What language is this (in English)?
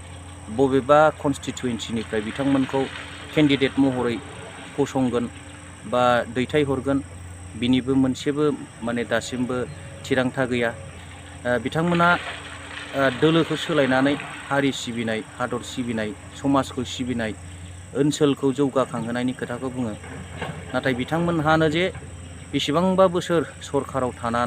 Bodo